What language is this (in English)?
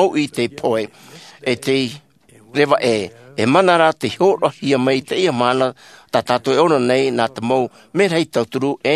Tahitian